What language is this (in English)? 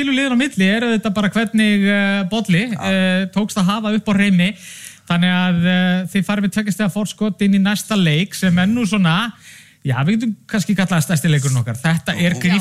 Icelandic